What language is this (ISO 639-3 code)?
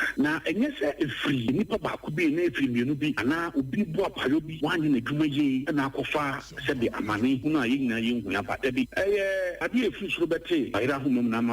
aka